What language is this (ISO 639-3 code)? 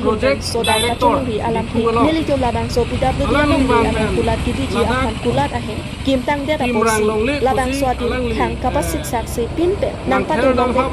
mjw